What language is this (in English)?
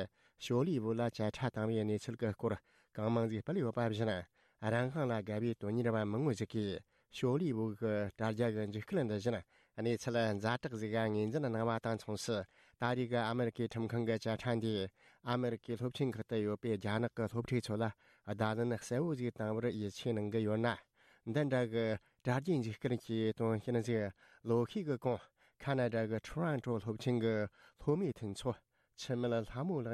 Tibetan